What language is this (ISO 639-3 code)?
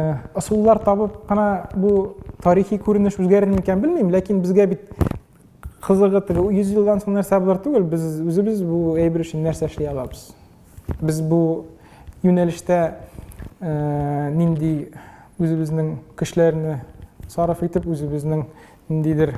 tat